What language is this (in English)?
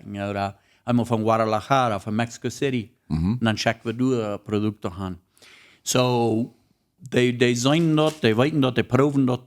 Plautdietsch